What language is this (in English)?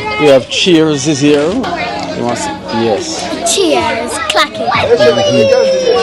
Jamaican Creole English